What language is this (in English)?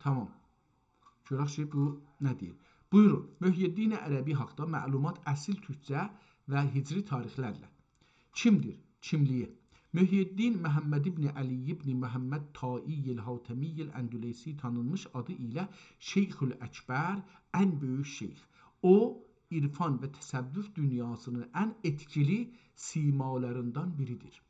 South Azerbaijani